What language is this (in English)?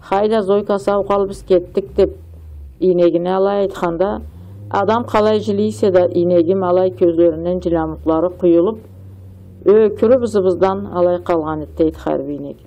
Karachay-Balkar